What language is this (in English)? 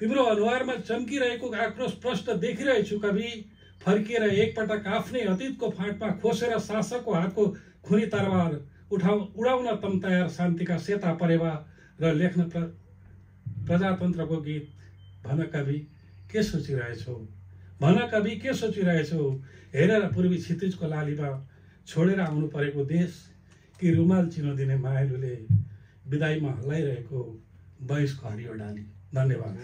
Nepali